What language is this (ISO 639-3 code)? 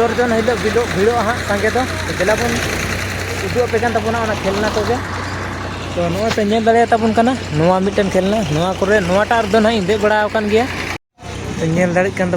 sat